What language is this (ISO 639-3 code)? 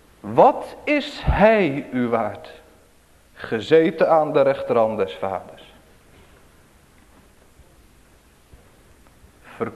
nld